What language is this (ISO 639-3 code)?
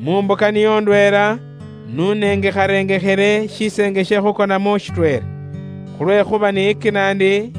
luy